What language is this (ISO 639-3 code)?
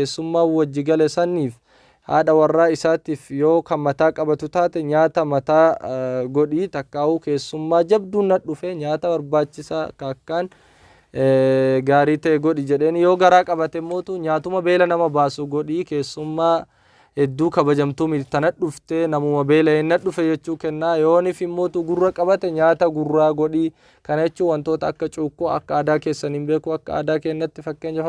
orm